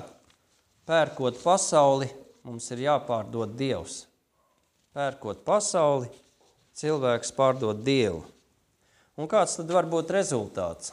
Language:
Latvian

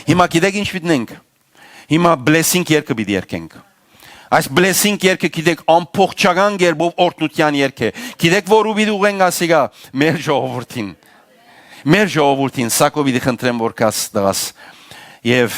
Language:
Western Armenian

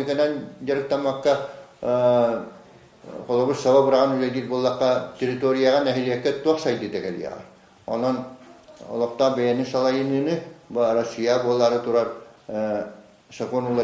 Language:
Yakut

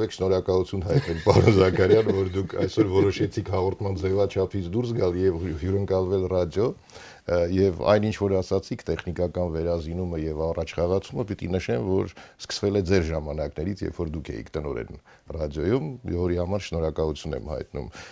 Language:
Armenian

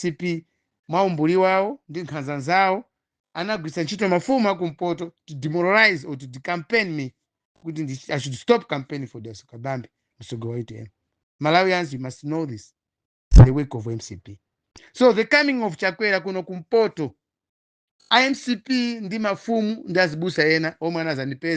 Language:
Nyanja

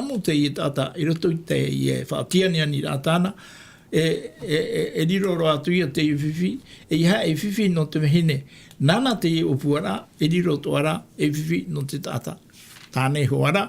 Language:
Tahitian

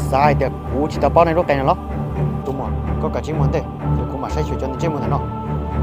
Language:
Hmong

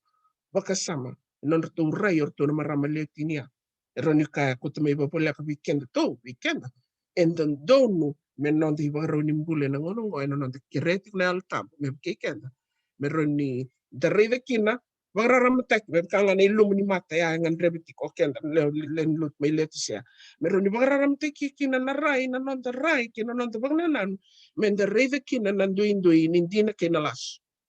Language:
Fijian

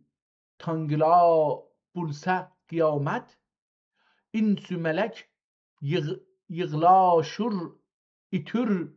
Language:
South Azerbaijani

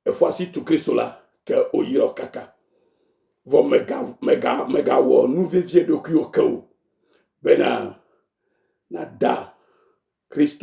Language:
Ewe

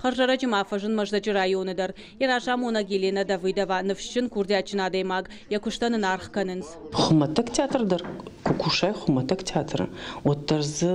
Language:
Ossetic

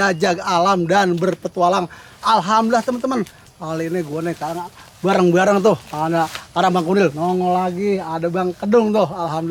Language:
Betawi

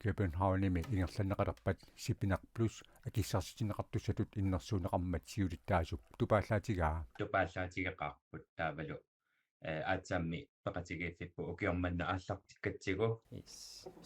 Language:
Kalaallisut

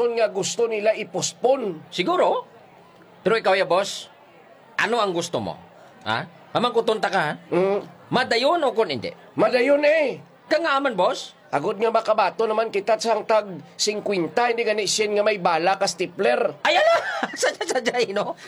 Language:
Hiligaynon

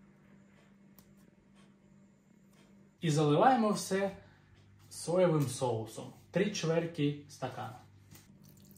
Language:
Ukrainian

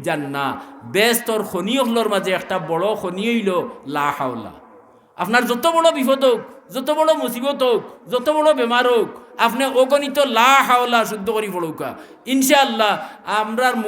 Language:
Sylheti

